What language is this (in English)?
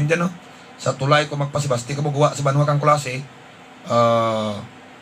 Hiligaynon